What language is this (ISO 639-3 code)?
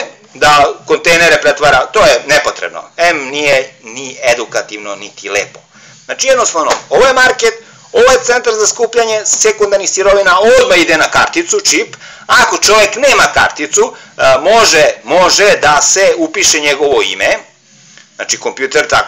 srp